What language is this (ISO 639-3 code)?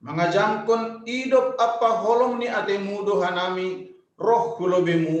bts